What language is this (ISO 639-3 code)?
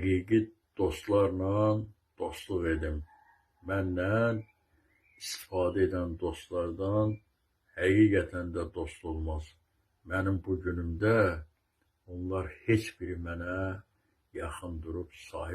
aze